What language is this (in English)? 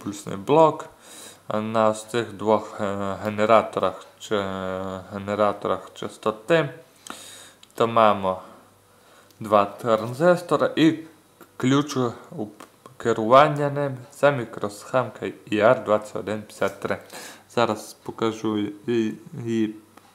Ukrainian